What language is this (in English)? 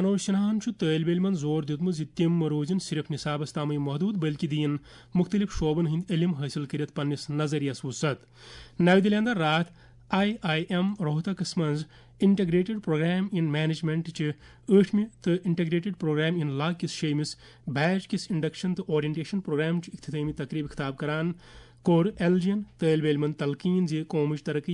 Kashmiri